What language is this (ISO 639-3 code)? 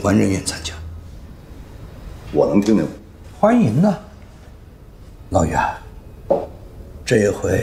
zho